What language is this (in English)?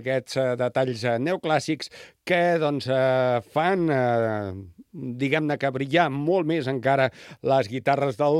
Catalan